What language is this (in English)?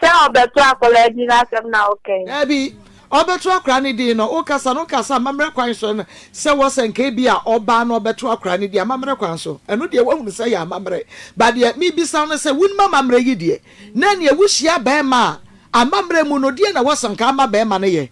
Akan